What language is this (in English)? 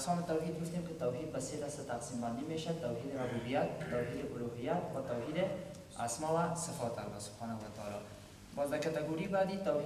Persian